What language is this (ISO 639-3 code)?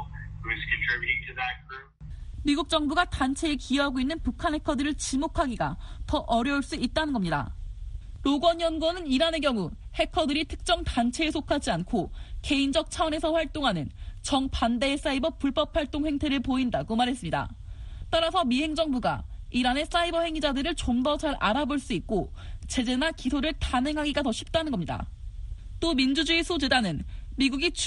kor